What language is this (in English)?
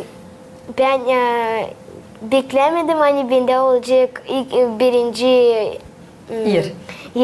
Gagauz